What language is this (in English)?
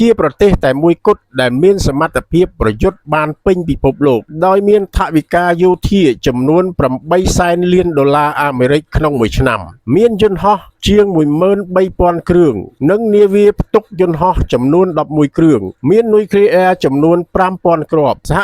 Khmer